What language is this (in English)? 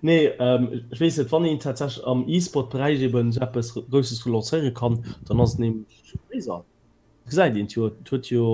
Luxembourgish